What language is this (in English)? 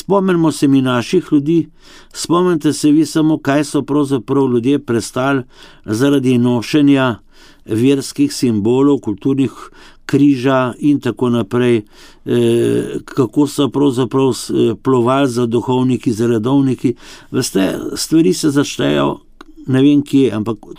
Slovenian